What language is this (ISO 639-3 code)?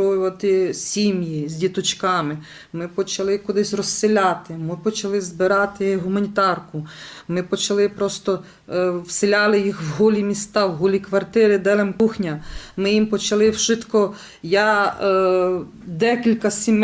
rue